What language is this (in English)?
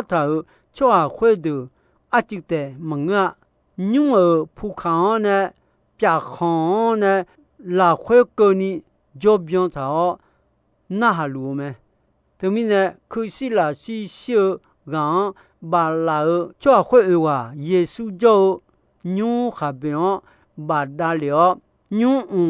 Akha